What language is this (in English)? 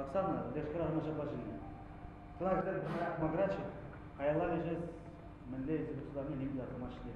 Chuvash